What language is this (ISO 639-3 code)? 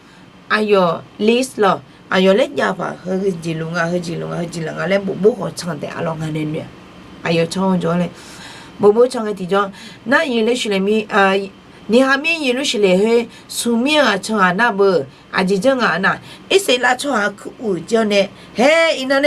ahk